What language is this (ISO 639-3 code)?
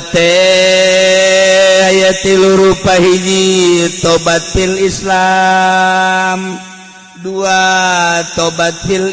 sun